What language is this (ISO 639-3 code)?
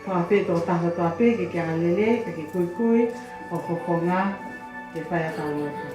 ton